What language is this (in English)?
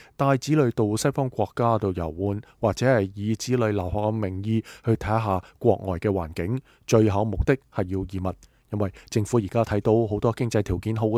Cantonese